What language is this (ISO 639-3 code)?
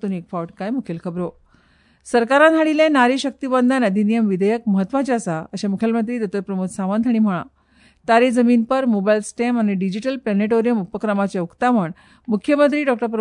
kok